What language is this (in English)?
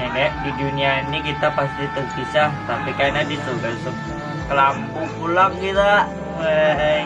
Banjar